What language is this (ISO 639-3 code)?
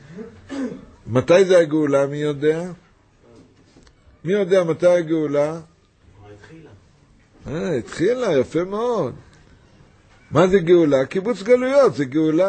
heb